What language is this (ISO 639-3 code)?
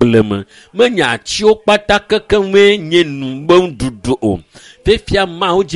ewe